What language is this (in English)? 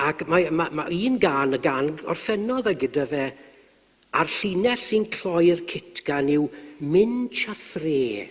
Welsh